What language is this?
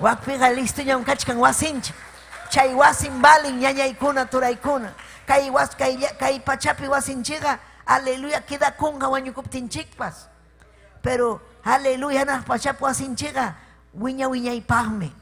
Ayacucho Quechua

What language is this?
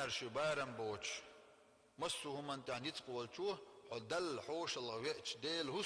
Chechen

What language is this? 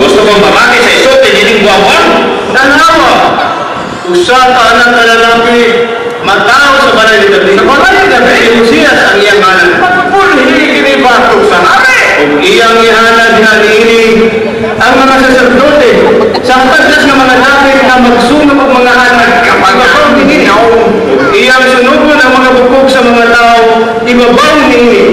Cebuano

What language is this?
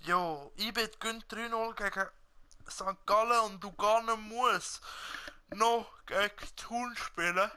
Swiss German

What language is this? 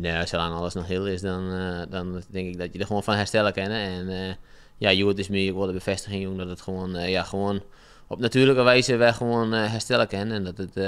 Western Frisian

